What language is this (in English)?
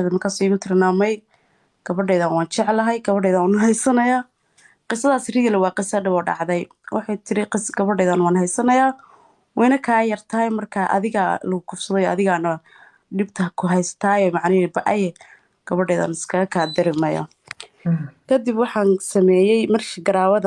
Somali